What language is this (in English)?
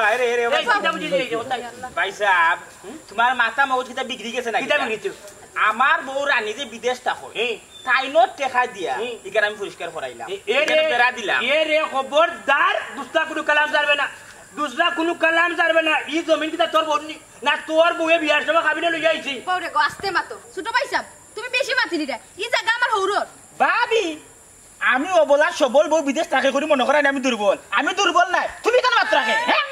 Sylheti